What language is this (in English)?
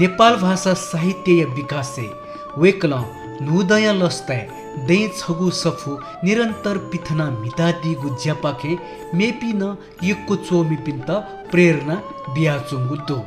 Newari